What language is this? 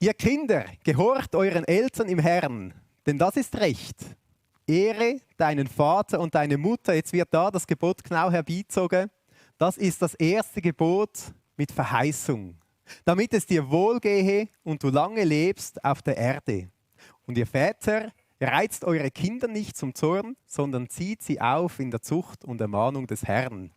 Swiss German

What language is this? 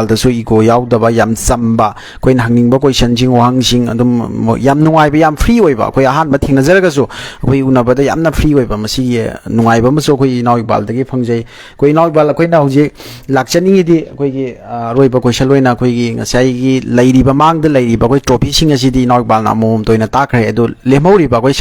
Manipuri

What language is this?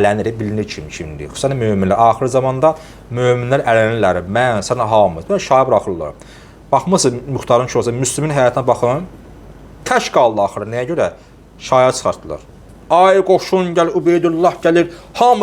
Azerbaijani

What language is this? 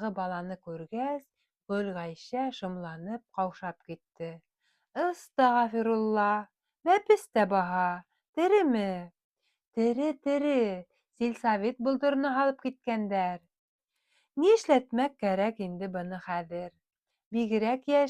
Bashkir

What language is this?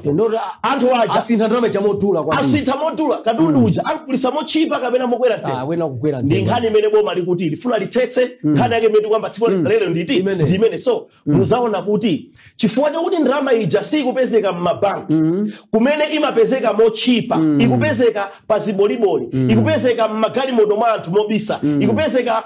Nyanja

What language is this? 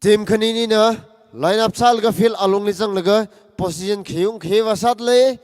Tangkhul Naga (India)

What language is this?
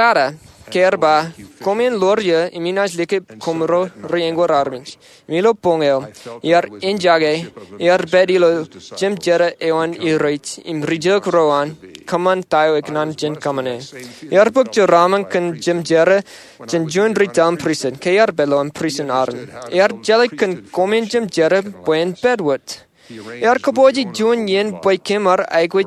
Marshallese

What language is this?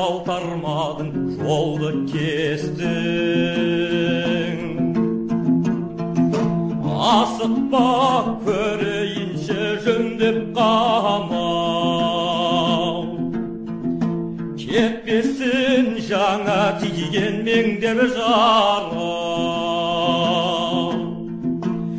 Kazakh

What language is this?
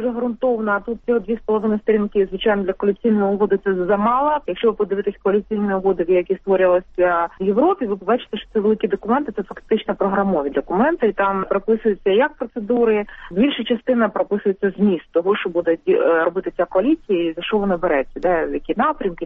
Ukrainian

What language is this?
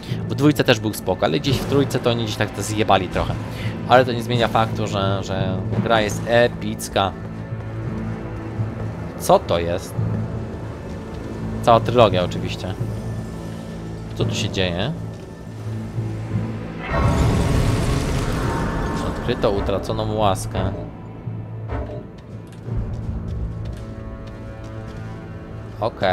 Polish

